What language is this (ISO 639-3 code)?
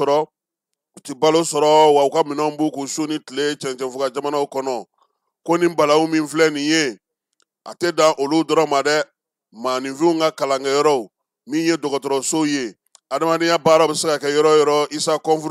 bam